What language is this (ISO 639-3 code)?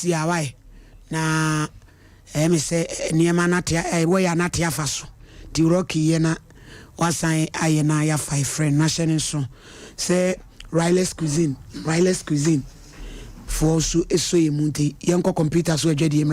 aka